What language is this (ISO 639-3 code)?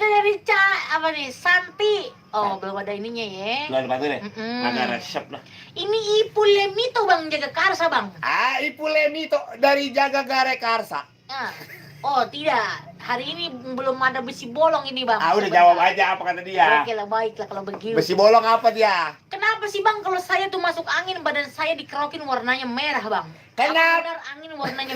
bew